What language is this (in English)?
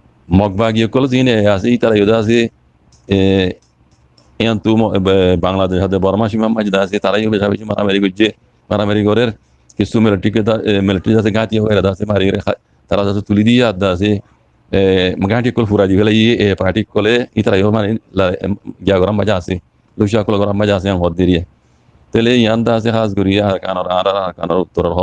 Rohingya